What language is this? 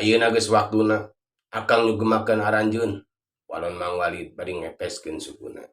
Sundanese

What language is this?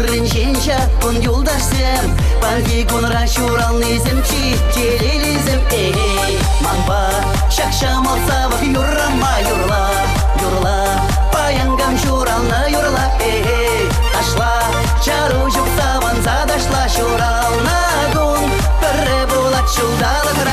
Chuvash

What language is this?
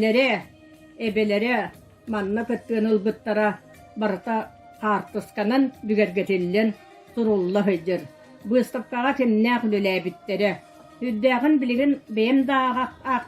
Yakut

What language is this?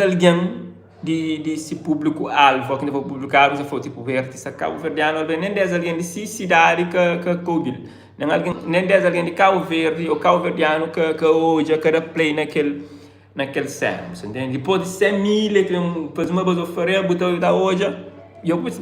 Kabuverdianu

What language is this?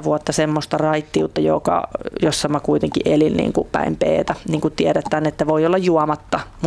Finnish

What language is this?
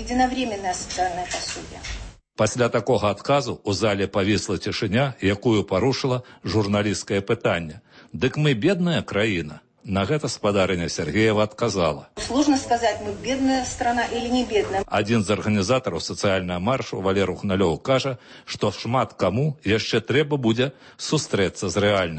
Belarusian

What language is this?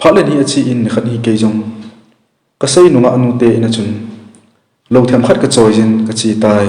Thado Chin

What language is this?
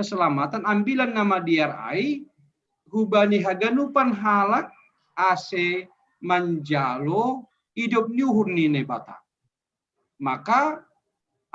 Batak Simalungun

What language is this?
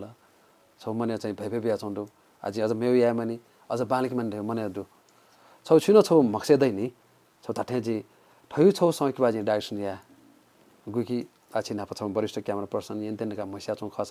Newari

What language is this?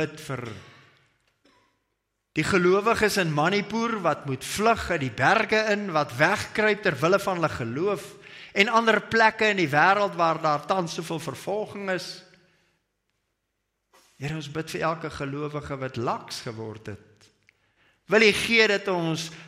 Afrikaans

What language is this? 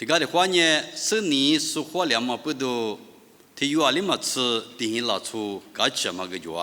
Lisu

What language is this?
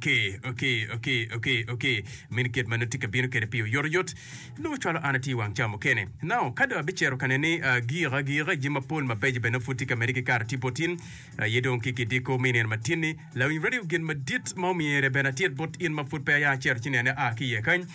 Acoli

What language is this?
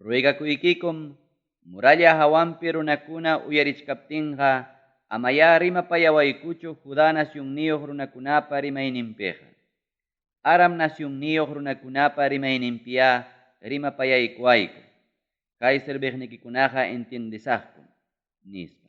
Ayacucho Quechua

